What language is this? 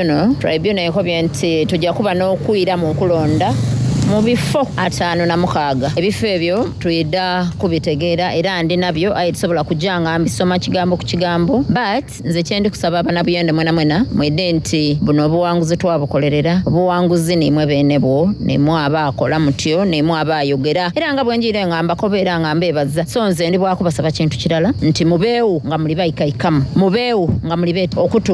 Soga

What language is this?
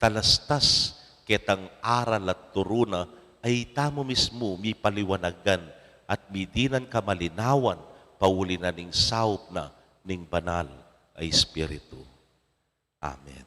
Pampanga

